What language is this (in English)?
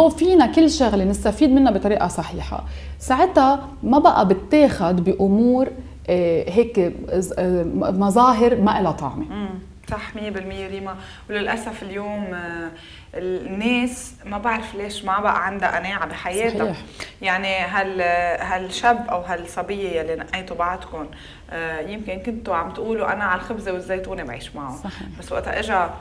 North Levantine Arabic